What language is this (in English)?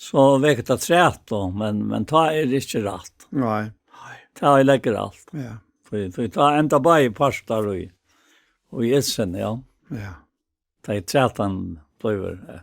Faroese